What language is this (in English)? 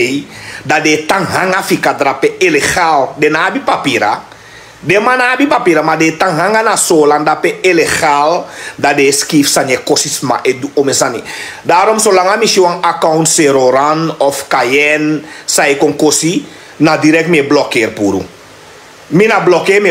Sranan Tongo